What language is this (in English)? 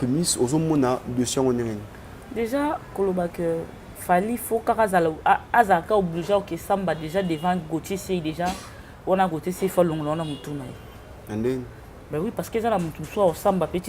Lingala